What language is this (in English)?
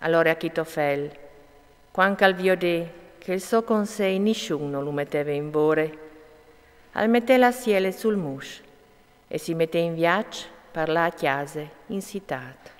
Friulian